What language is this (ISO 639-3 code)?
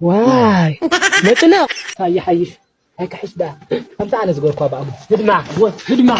tir